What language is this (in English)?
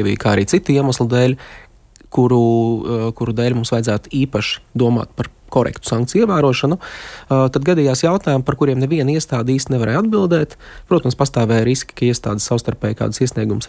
Latvian